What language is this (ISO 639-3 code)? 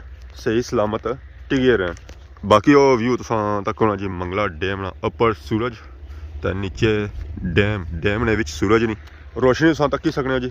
phr